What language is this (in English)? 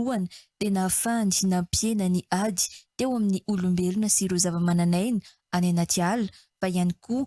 Malagasy